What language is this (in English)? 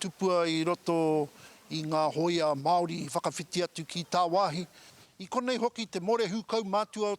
Māori